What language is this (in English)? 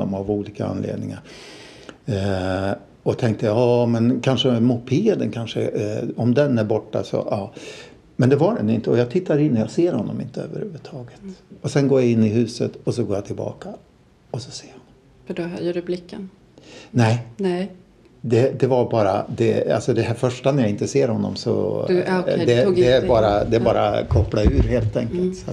Swedish